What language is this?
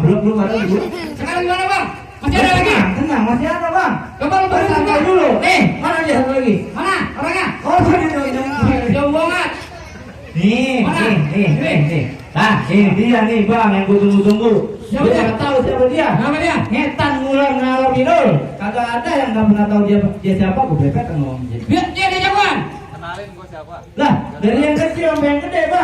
Betawi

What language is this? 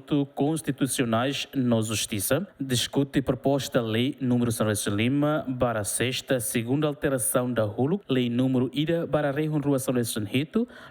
Tetum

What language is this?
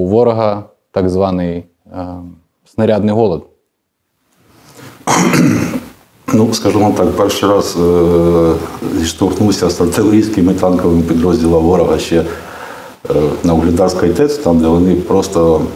Ukrainian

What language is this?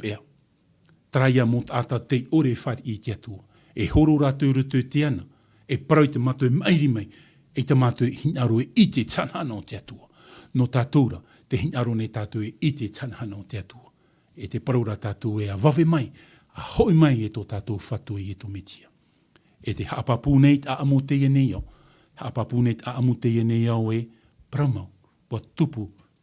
Tahitian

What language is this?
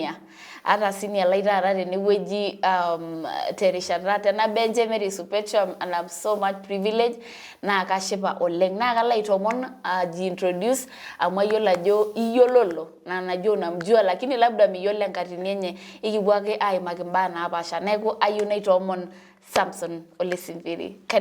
Masai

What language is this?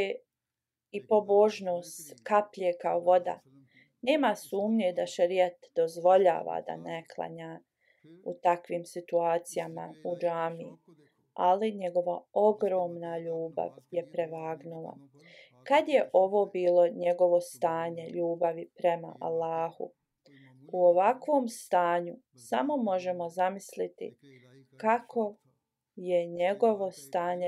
Bosnian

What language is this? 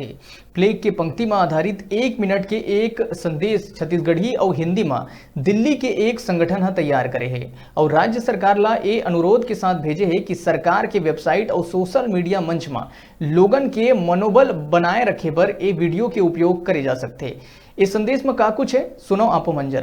Chhattisgarhi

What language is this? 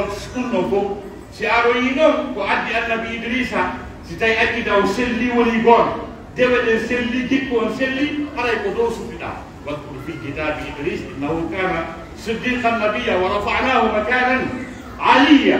Pular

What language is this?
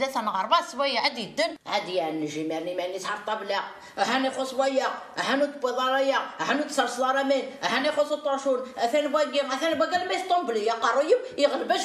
Kabyle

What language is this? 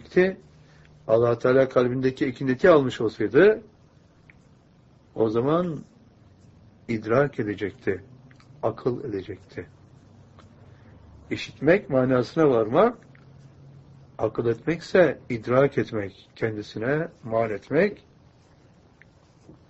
Turkish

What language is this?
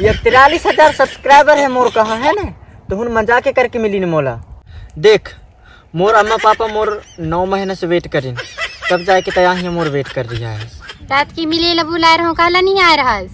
Chhattisgarhi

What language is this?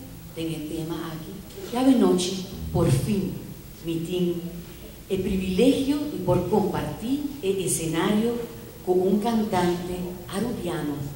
Papiamento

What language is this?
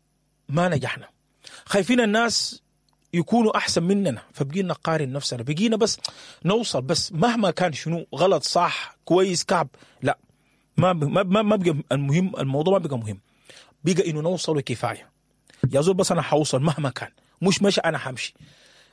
Sudanese Arabic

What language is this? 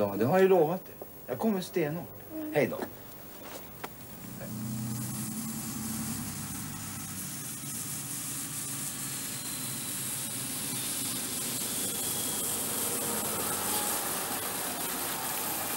Swedish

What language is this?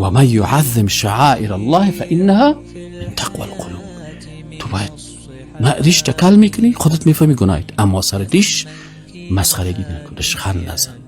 Persian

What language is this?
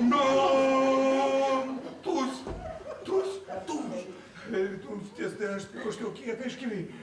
Erzya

